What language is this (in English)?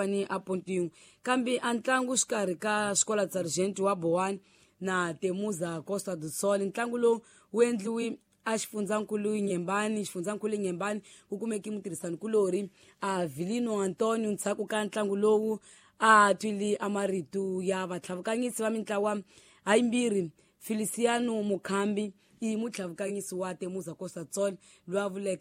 Tsonga